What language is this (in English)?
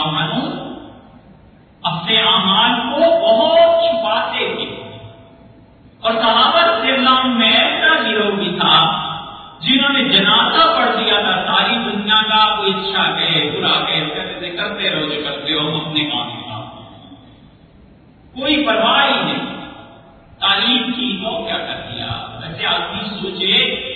Urdu